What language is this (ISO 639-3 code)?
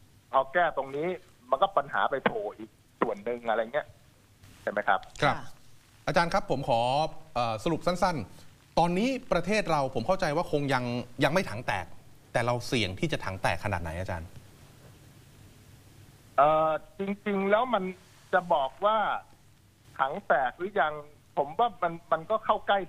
tha